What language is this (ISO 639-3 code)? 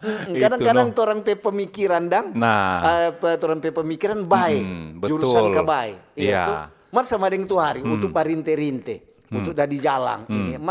xmm